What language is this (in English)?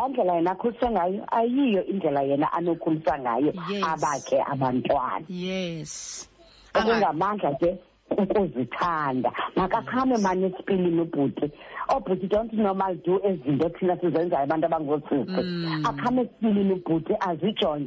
Xhosa